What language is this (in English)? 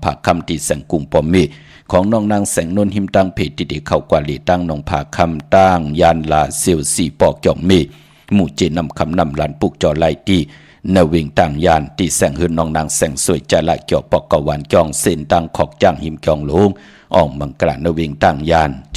Shan